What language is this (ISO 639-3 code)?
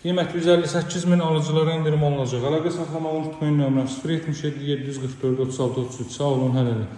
aze